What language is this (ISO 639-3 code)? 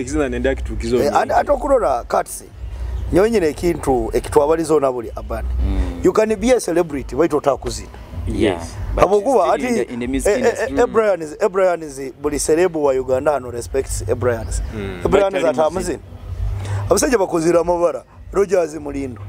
nyo